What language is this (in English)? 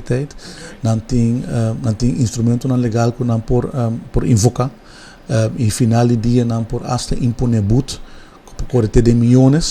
Papiamento